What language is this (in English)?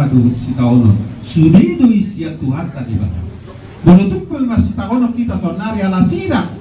Batak Toba